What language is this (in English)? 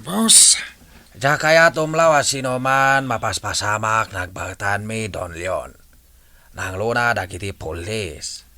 Iloko